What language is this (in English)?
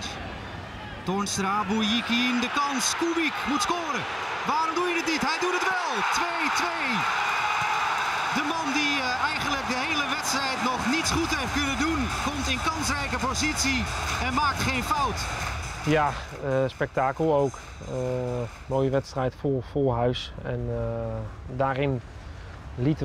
Dutch